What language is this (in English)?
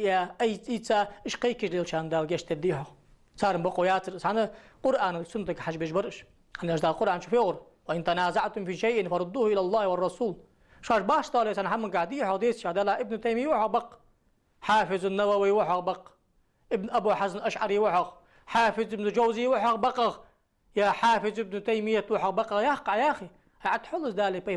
Ingush